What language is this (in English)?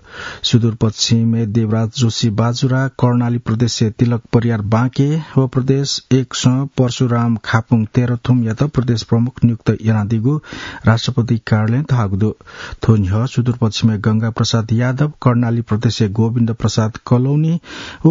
Newari